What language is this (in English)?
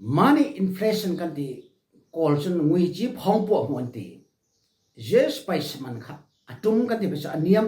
Falam Chin